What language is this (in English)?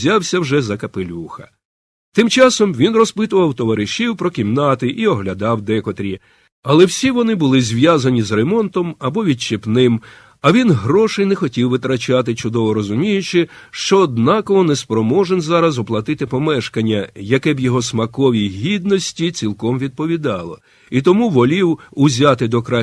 Ukrainian